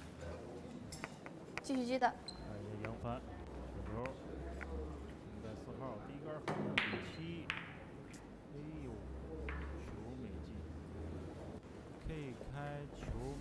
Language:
Chinese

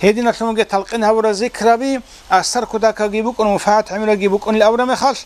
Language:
Avaric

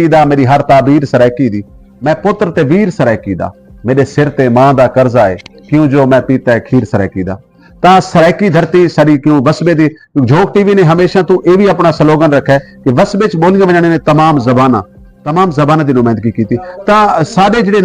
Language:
Saraiki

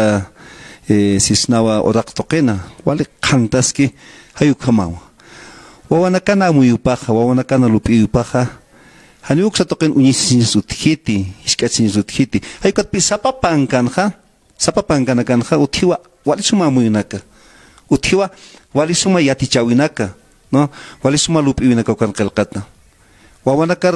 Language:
Aymara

